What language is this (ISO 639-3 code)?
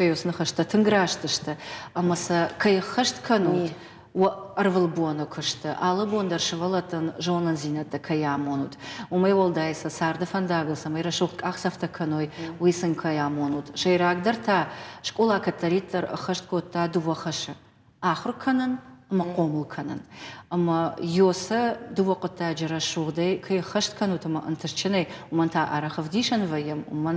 oss